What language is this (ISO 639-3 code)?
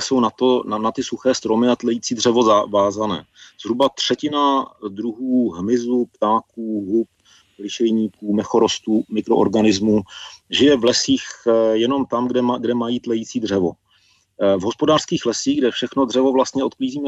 ces